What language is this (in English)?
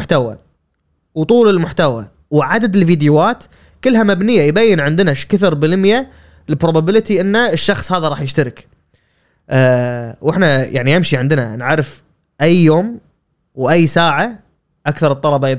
Gulf Arabic